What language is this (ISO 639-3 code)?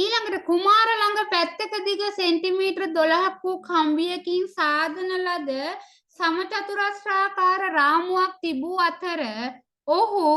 sin